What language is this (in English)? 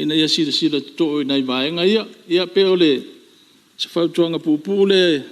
Samoan